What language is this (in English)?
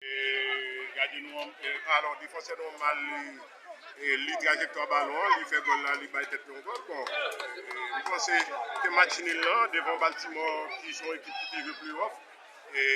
Haitian Creole